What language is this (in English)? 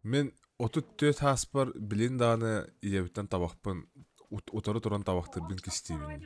Yakut